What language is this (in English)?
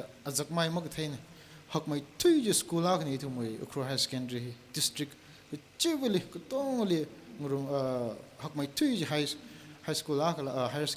Tangkhul Naga (India)